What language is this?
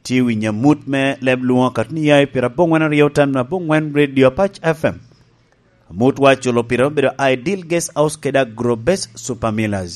Lango (Uganda)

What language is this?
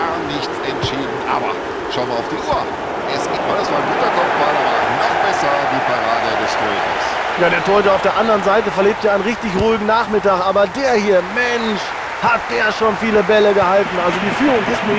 Bavarian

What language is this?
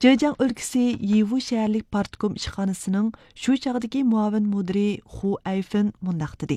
Uyghur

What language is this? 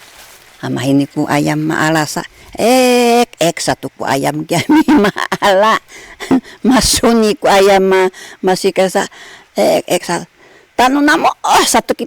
Sakizaya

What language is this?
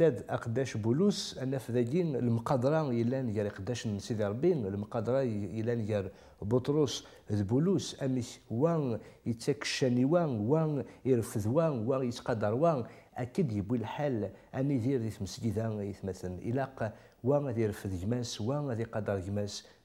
Kabyle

